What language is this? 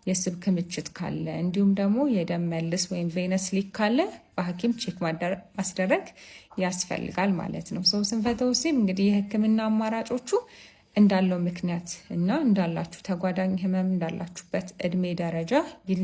Amharic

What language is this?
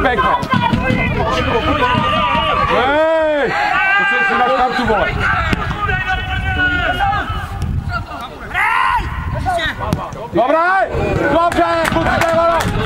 Czech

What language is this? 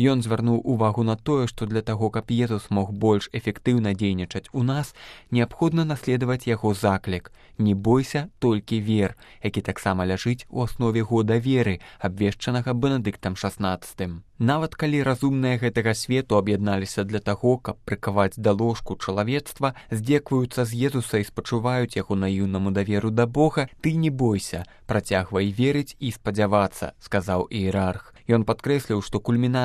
Belarusian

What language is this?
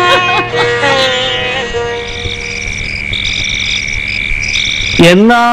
Malayalam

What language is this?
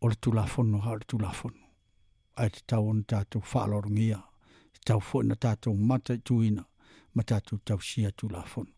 Samoan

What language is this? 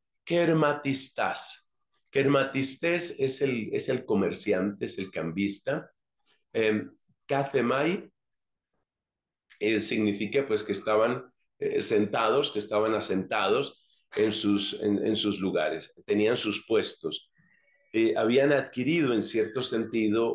Spanish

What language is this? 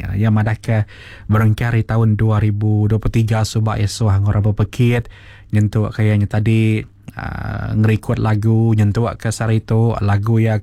Iban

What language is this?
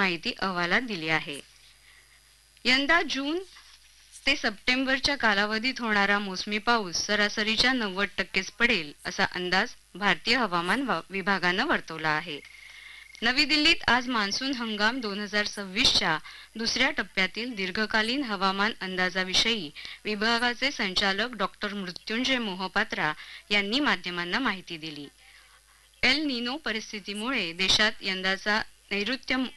Marathi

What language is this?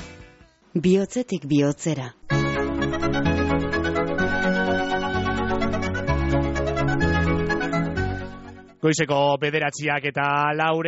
Basque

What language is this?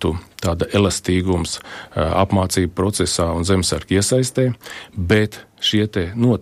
Latvian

